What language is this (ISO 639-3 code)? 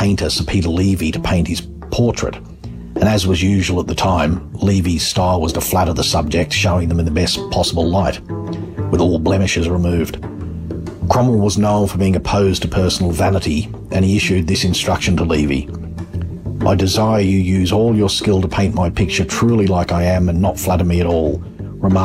eng